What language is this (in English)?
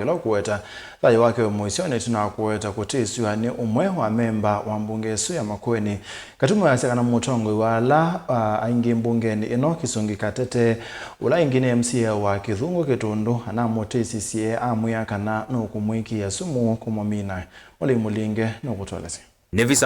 Kamba